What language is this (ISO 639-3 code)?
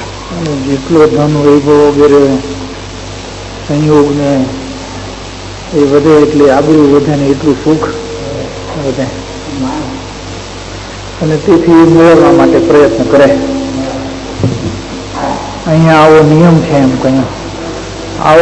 guj